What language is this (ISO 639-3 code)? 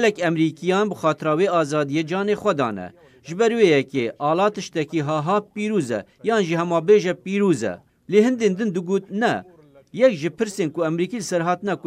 kur